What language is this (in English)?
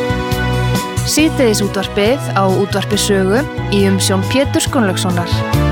Icelandic